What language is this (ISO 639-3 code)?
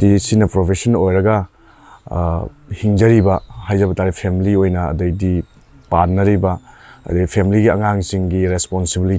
mni